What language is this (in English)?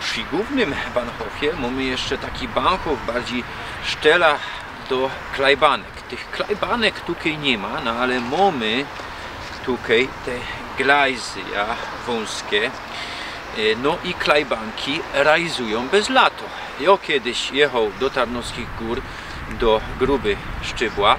Silesian